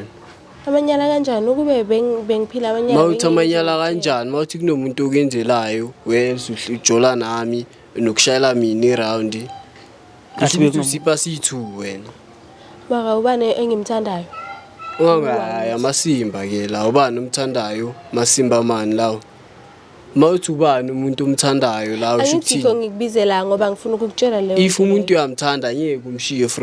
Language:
Zulu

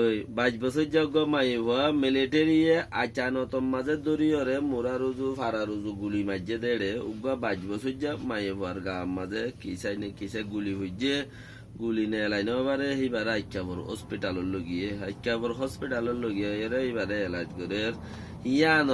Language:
Rohingya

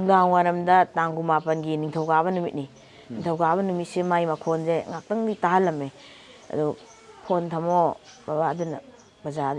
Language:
Manipuri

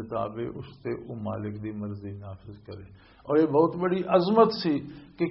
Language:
Western Panjabi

